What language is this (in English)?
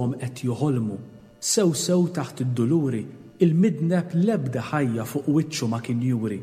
Maltese